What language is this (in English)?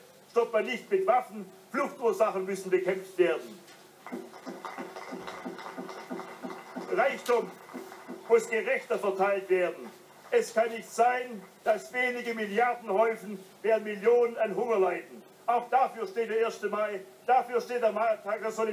German